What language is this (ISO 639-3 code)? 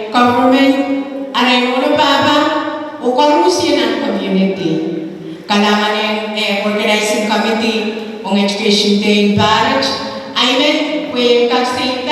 pon